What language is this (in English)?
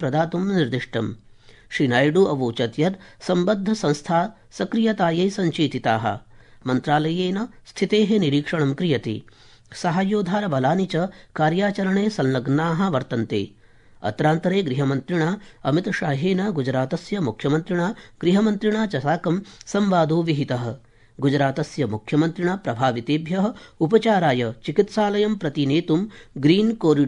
Sanskrit